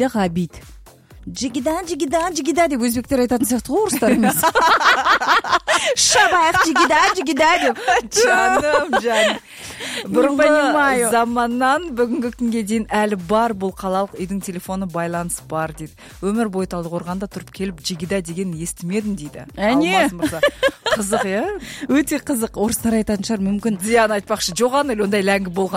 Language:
Kazakh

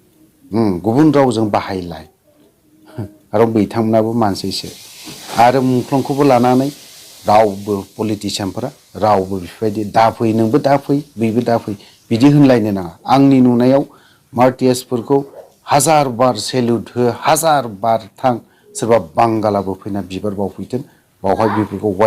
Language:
Bodo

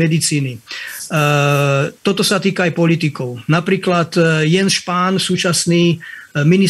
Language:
Slovak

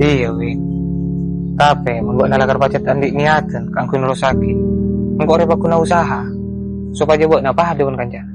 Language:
Madurese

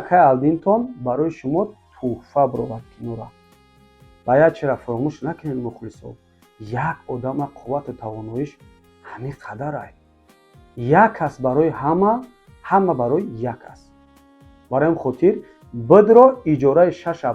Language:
Tajik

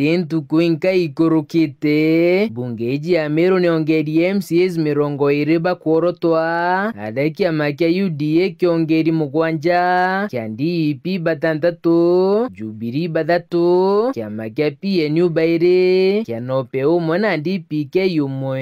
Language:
Meru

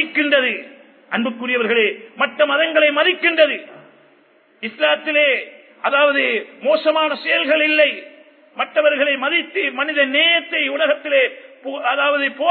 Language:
Tamil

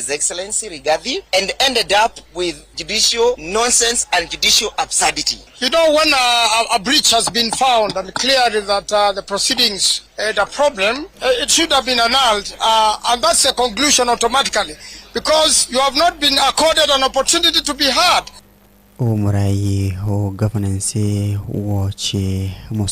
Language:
Gusii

